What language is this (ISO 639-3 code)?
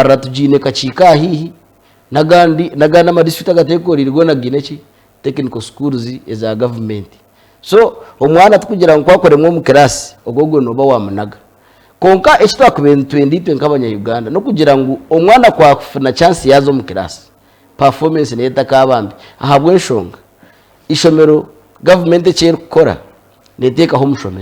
nyn